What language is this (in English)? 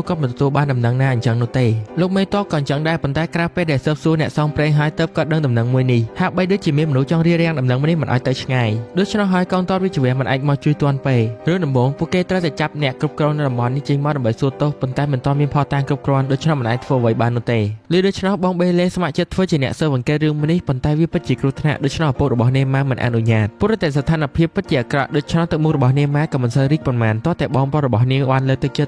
Khmer